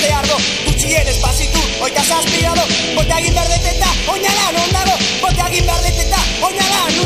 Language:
Basque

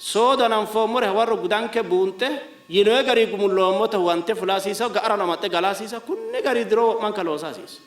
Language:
Sidamo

